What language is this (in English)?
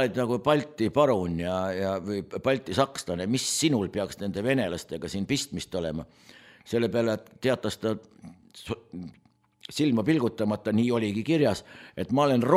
Estonian